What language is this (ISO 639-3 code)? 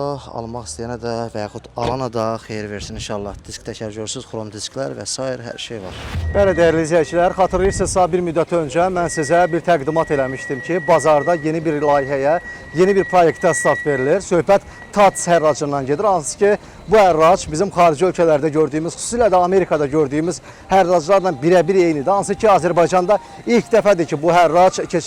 aze